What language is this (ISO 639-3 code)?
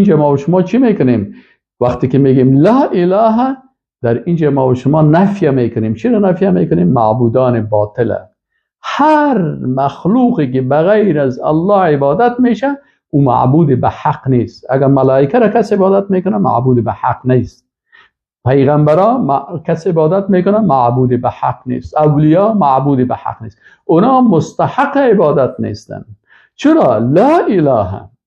fas